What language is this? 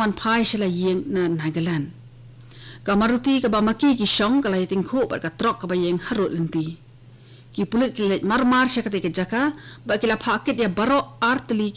Khasi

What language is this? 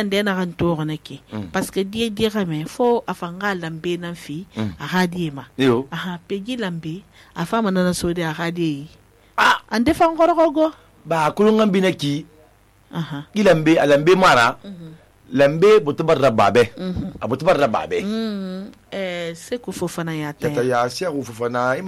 Susu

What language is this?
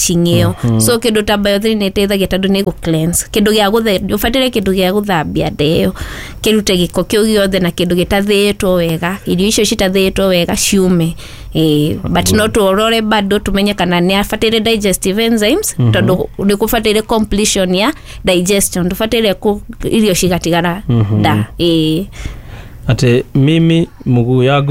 Kikuyu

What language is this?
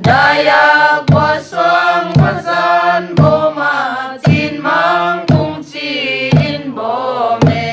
Paite Chin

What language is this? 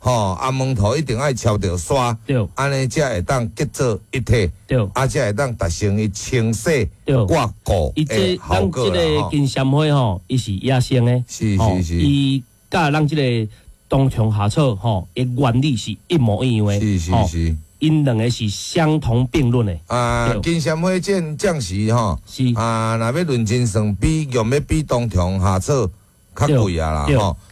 Min Nan Chinese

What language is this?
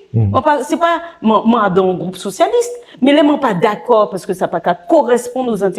Guadeloupean Creole French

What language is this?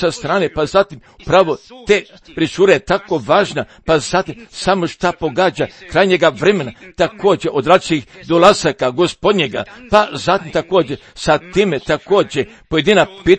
Croatian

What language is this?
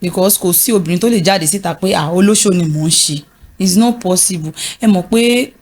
Yoruba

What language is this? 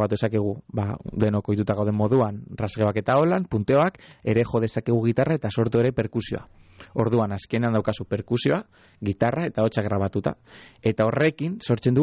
Basque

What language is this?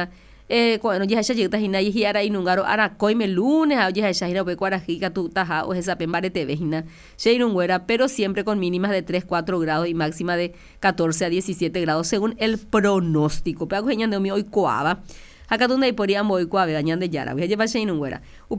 Guarani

